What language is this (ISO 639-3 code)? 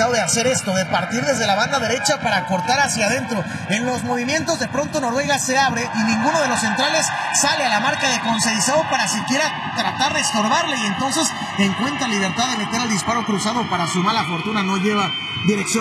spa